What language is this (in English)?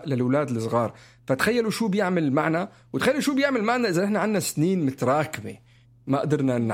North Levantine Arabic